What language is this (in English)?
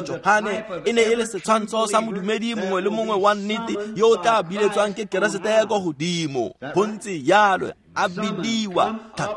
Tswana